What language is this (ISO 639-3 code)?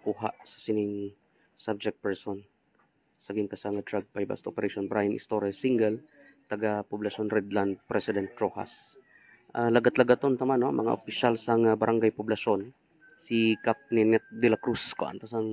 hil